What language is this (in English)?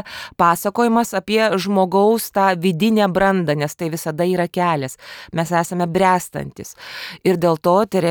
Lithuanian